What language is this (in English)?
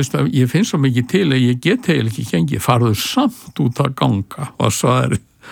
Icelandic